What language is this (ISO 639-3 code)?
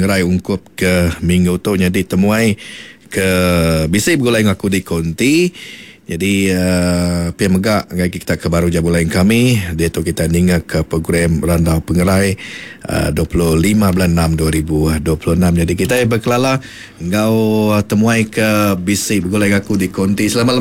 iba